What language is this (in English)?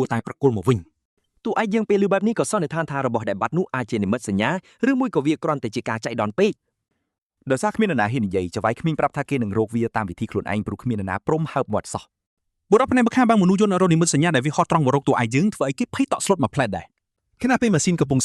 Khmer